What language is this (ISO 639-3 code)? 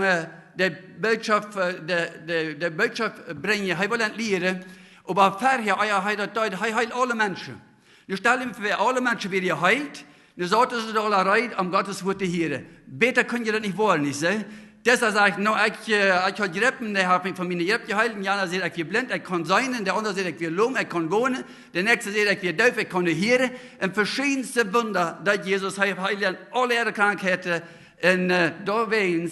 pdt